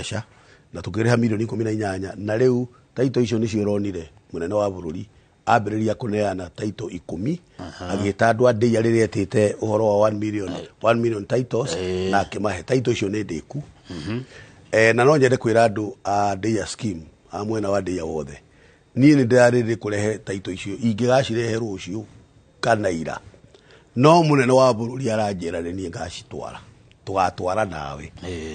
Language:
Kikuyu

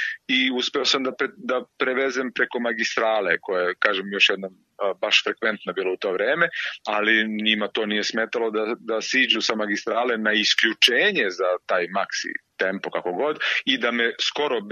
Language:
Serbian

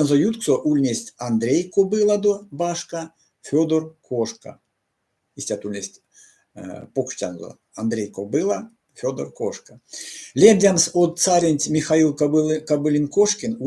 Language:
Erzya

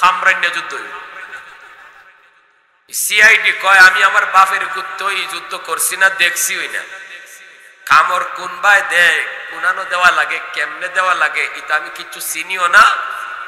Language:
Bangla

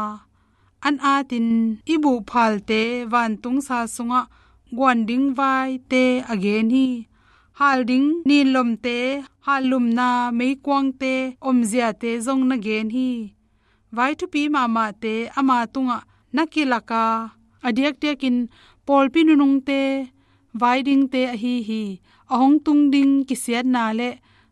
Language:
Tedim Chin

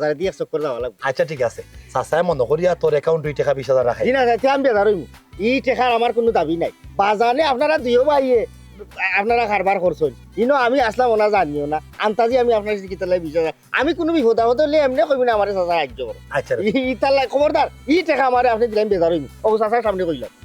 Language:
Sylheti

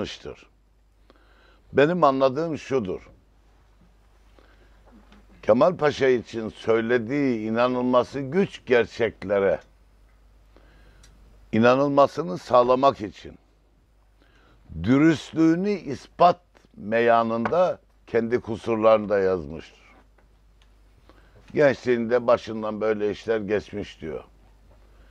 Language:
Turkish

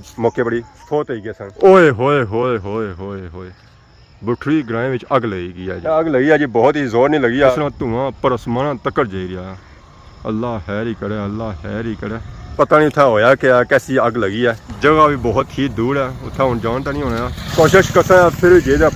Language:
Pahari-Potwari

